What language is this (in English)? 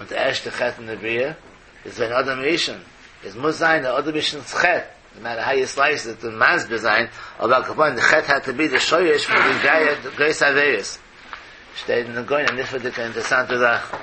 Yiddish